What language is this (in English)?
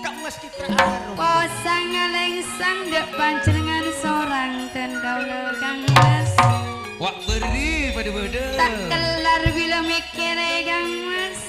Madurese